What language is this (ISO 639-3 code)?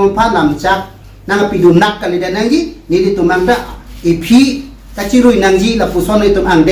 mjw